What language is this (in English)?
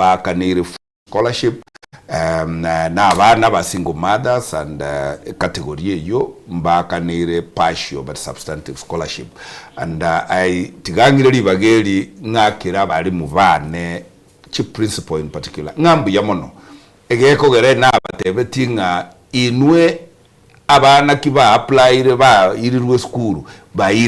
Gusii